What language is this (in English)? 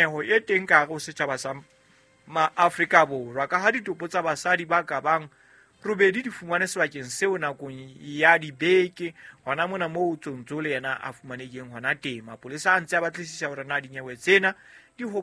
Southern Sotho